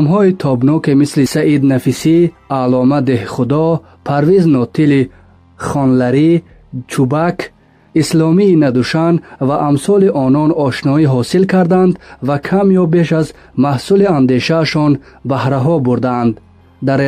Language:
Tajik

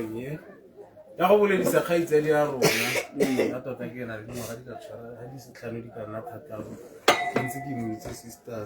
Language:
Tswana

